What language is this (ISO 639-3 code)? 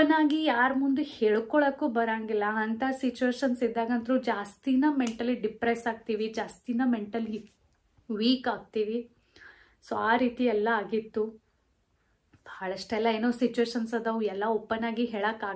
kan